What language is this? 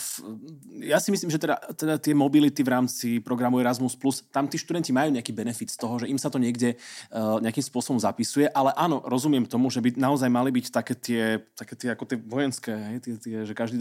Slovak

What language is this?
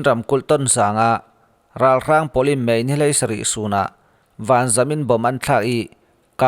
Falam Chin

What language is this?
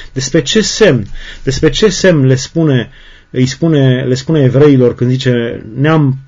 Romanian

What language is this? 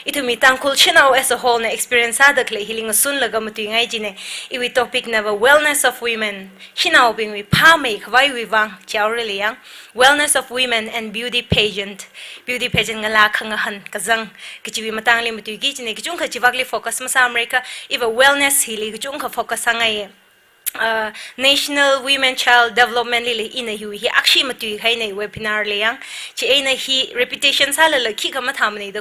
Tangkhul Naga (India)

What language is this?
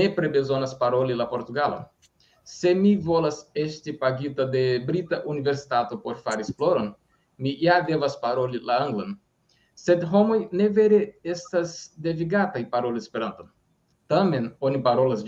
Esperanto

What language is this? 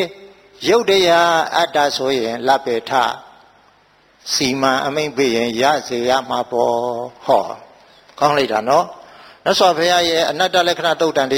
Burmese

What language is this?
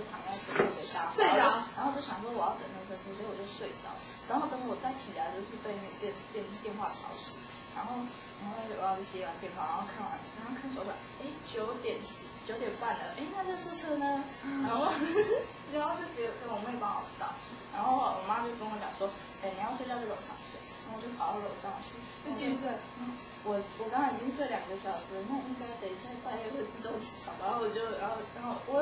Chinese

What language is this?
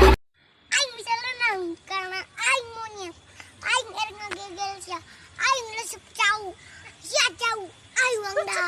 Sundanese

